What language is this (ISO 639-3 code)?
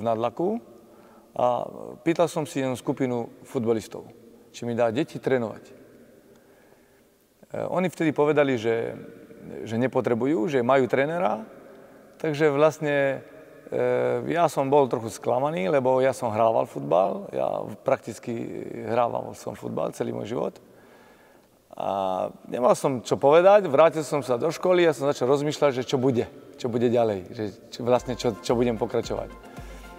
slk